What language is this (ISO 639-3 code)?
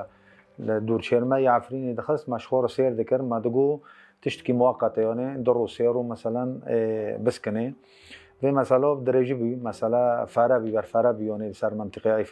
kur